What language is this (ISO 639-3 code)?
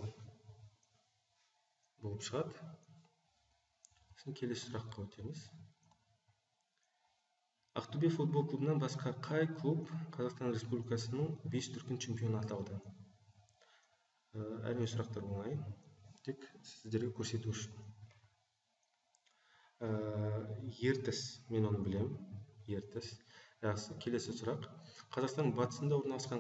kaz